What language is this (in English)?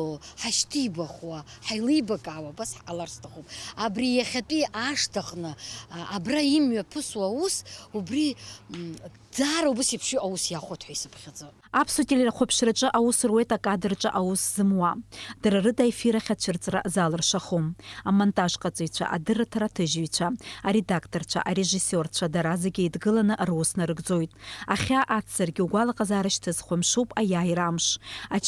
Abkhazian